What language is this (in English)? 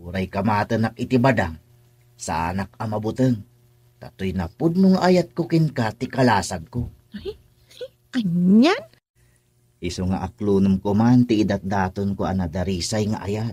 Iloko